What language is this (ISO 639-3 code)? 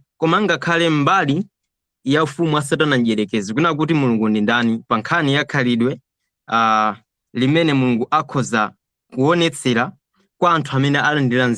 nya